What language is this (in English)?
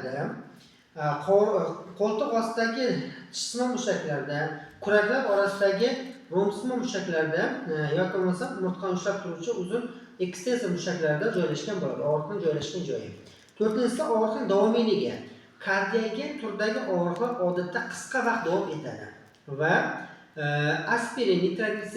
Uzbek